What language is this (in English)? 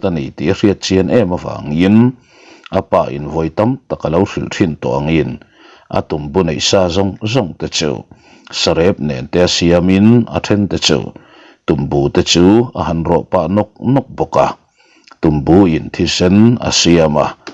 Mizo